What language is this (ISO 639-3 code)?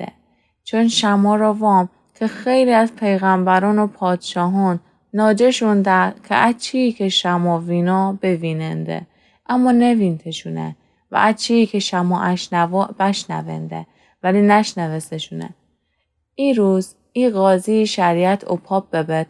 glk